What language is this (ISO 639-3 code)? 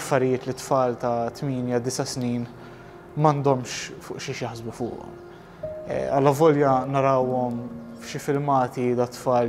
mlt